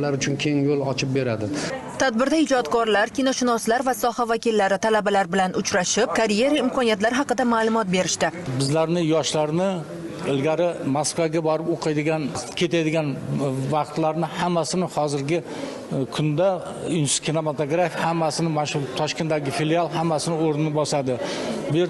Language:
Uzbek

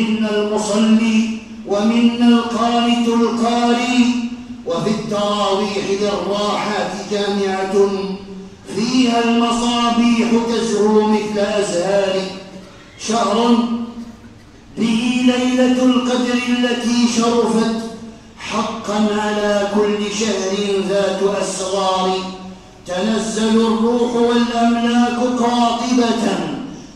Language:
Arabic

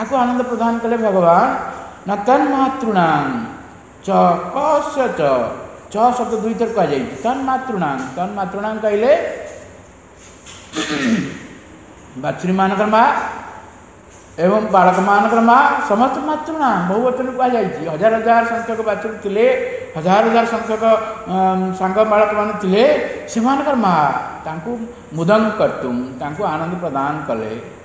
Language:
Odia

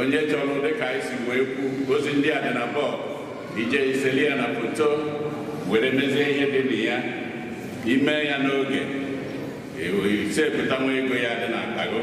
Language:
Igbo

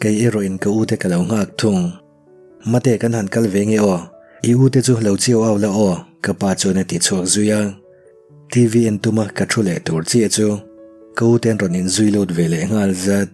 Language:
Mizo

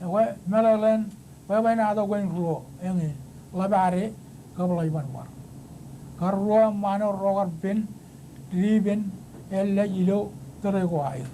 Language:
Marshallese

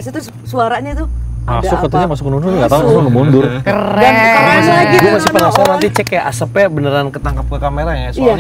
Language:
Indonesian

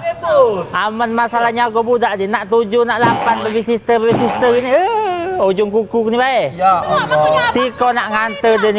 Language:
Musi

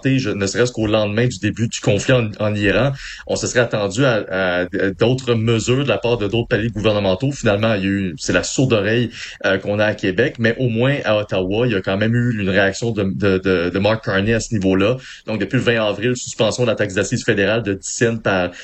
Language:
French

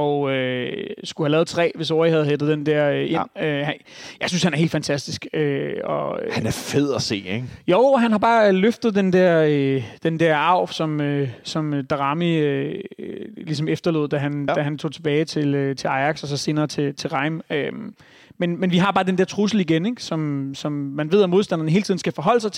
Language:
Danish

